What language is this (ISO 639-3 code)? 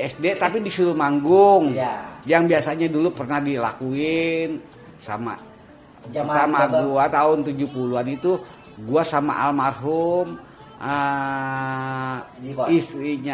bew